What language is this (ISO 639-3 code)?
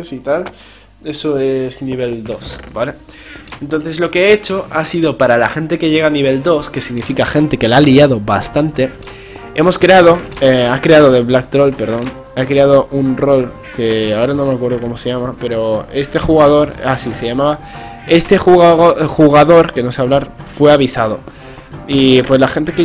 spa